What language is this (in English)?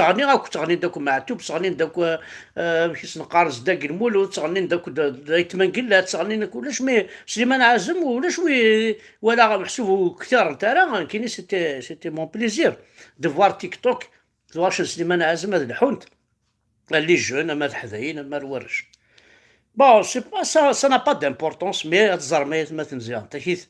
Kabyle